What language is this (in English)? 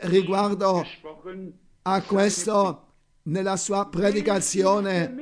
Italian